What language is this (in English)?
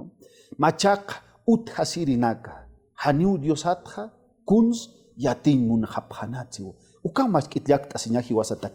Aymara